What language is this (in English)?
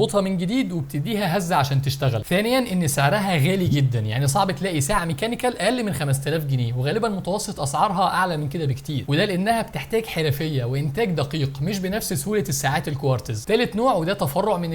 Egyptian Arabic